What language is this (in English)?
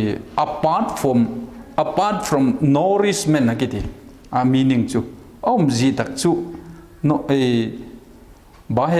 Vaiphei